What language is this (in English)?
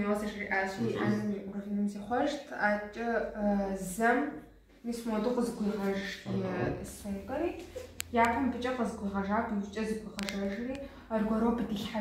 Kabardian